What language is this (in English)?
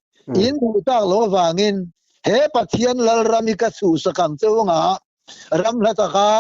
Mizo